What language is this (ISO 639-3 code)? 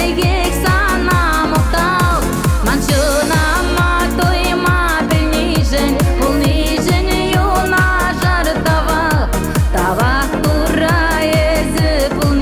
chv